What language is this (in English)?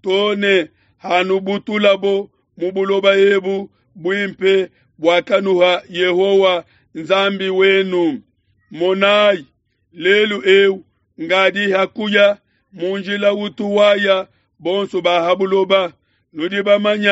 Luba-Lulua